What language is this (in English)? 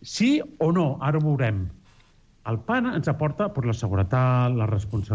Catalan